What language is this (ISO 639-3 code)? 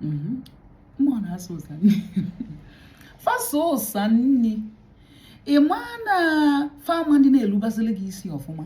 ibo